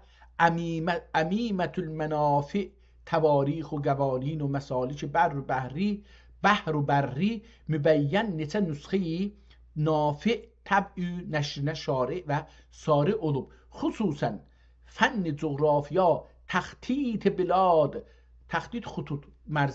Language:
South Azerbaijani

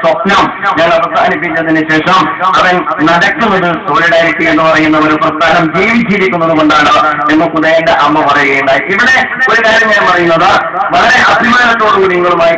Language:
Malayalam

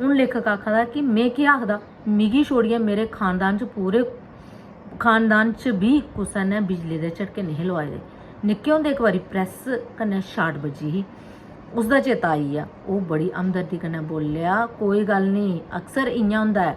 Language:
Dogri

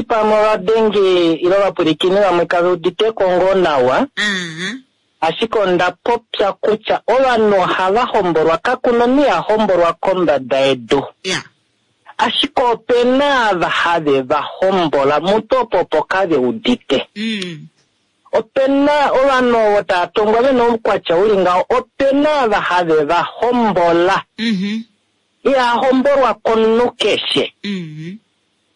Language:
Kuanyama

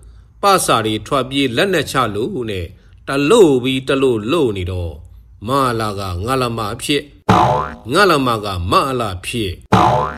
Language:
Burmese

